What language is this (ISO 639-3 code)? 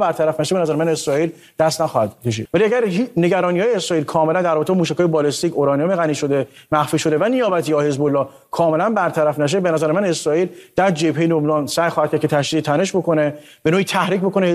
fas